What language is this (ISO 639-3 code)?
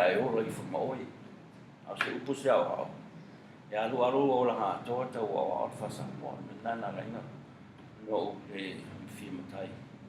smo